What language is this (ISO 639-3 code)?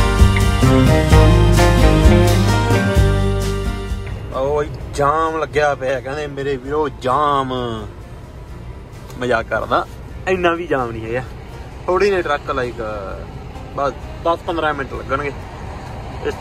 pan